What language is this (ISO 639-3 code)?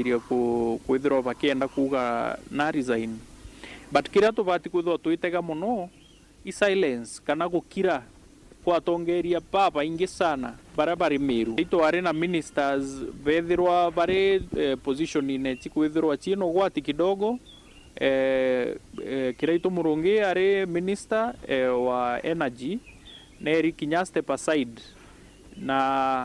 mer